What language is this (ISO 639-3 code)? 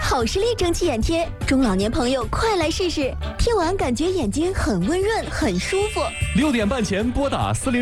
zho